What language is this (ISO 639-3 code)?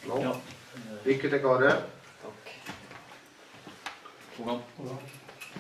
nor